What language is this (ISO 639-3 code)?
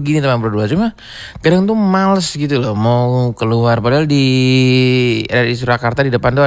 ind